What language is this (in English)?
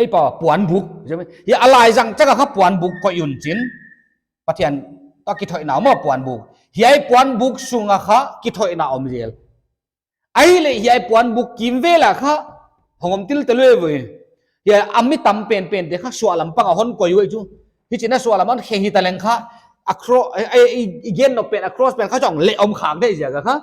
Paite Chin